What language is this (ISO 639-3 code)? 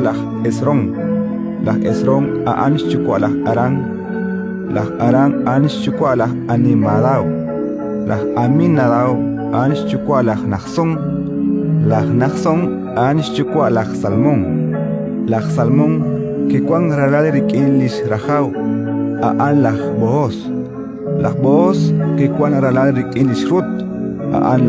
kek